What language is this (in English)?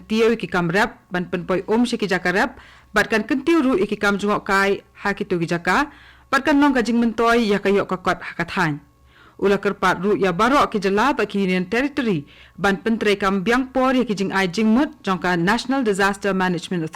Khasi